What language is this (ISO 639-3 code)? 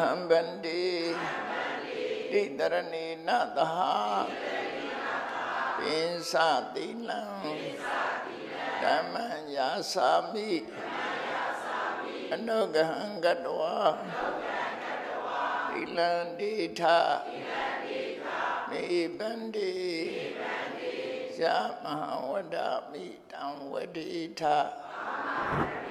mya